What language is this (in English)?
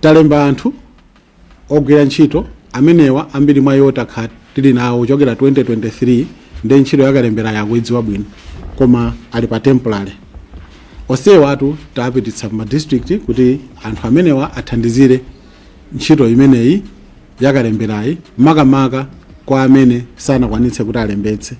Nyanja